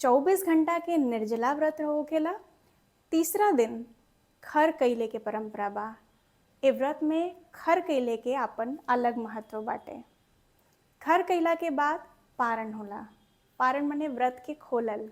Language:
Bhojpuri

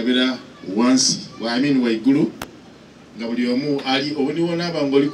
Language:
Soga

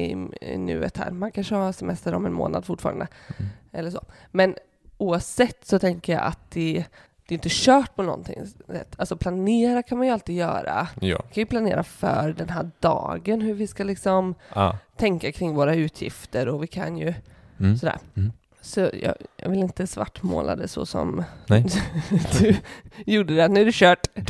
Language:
Swedish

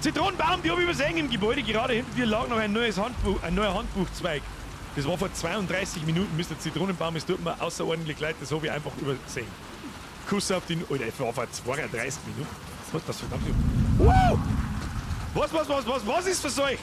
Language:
Bavarian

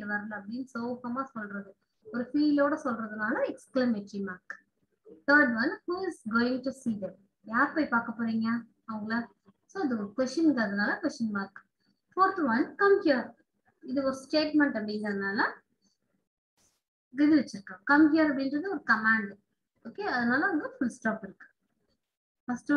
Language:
Tamil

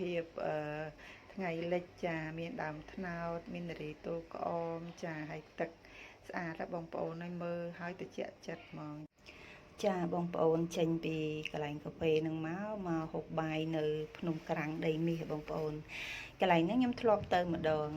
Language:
Khmer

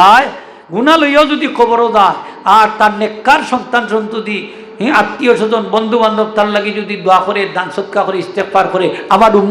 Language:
Sylheti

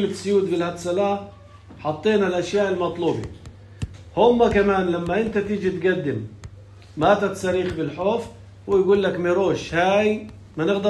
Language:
North Levantine Arabic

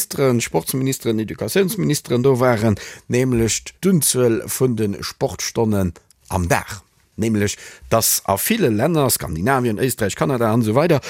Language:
Luxembourgish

